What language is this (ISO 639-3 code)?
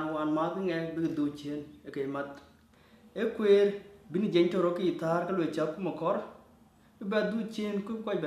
din